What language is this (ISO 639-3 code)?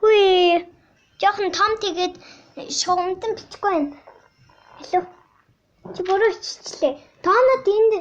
mon